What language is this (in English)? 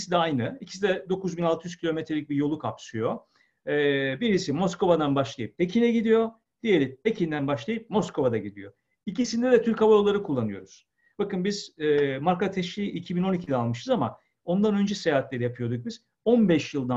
Turkish